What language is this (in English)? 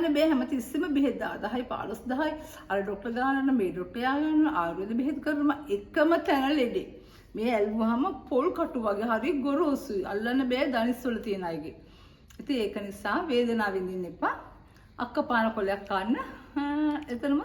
Sinhala